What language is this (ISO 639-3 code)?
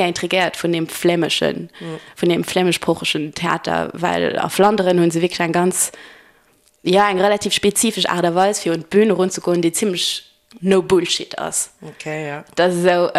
ltz